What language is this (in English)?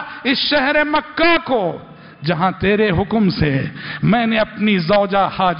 Urdu